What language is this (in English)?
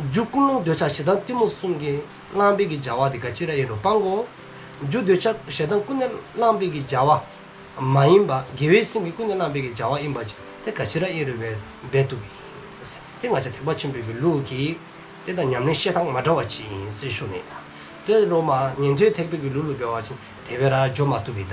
Dzongkha